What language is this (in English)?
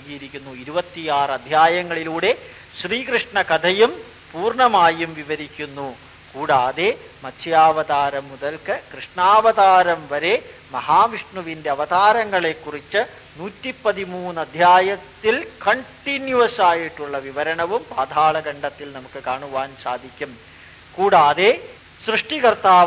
Malayalam